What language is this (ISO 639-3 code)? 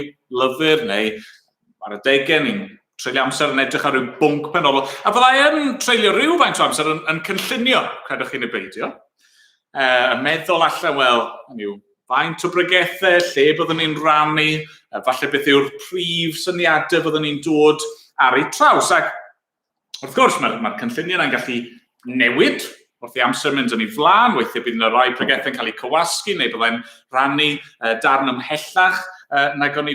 cym